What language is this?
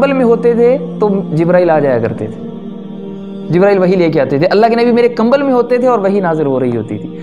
Urdu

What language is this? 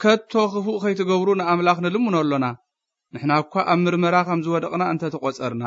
Tigrinya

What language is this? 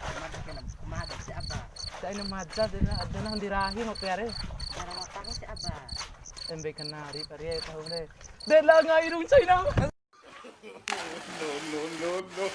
Bima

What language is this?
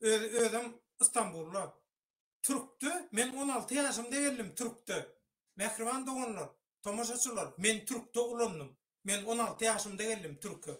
Turkmen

